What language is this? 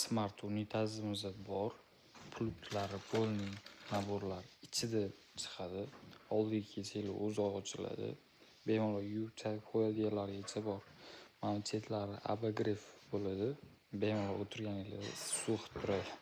Uzbek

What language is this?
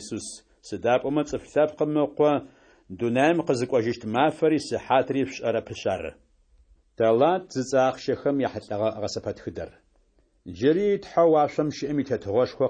Adyghe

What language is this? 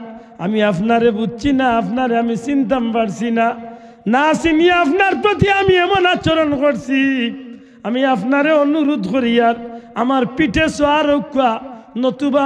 Sylheti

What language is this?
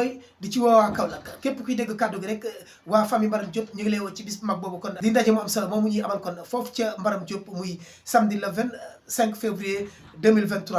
Wolof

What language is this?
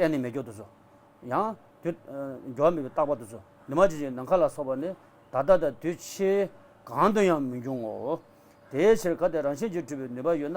Tibetan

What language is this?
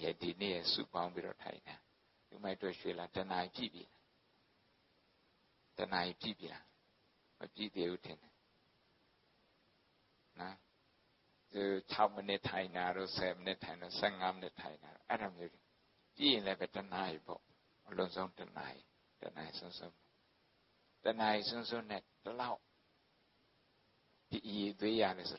Burmese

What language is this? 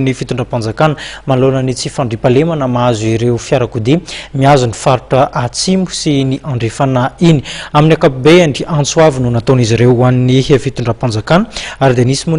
Malagasy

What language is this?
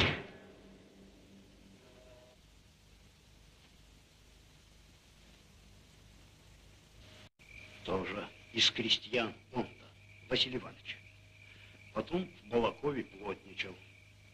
Russian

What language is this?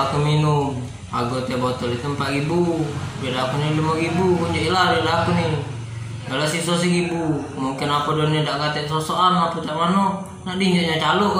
Musi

